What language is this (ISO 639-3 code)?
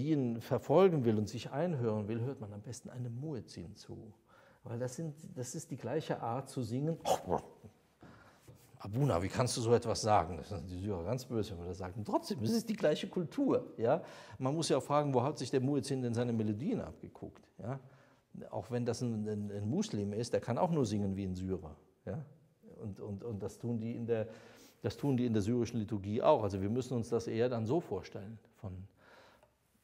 deu